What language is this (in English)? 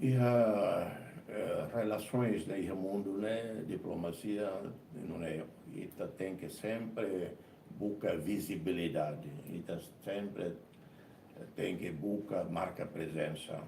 Tetum